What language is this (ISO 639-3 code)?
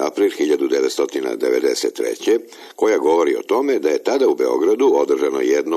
srp